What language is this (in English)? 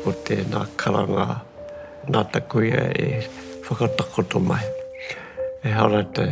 Māori